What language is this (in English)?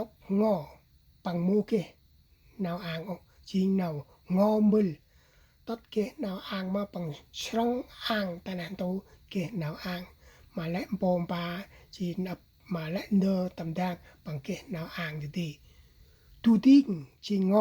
Central Mnong